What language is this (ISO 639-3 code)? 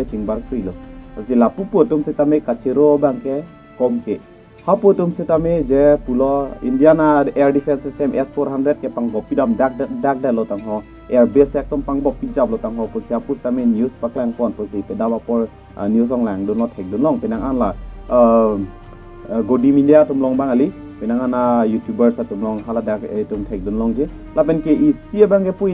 mjw